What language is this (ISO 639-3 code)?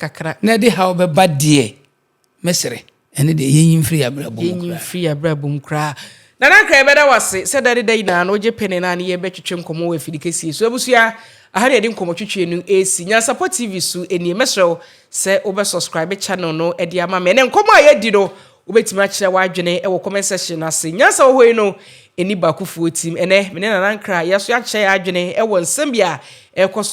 aka